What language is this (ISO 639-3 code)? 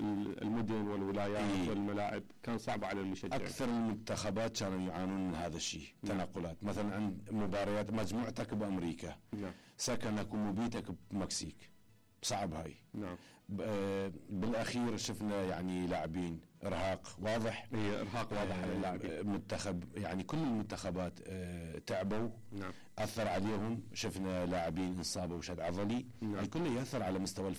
acm